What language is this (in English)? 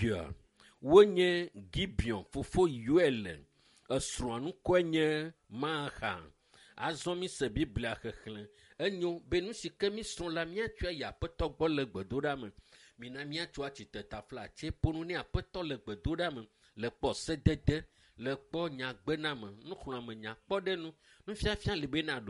Ewe